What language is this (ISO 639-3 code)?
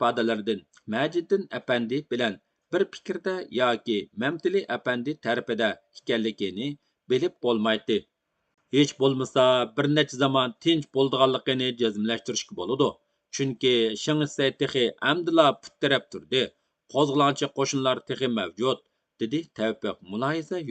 uig